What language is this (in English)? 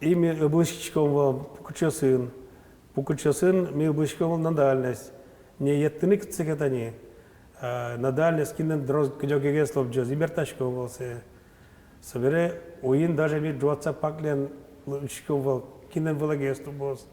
Udmurt